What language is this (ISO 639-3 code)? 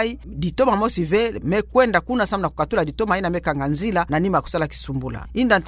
ktu